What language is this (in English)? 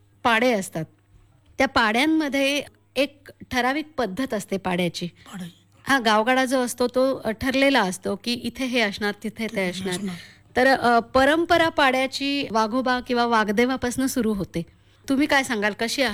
Marathi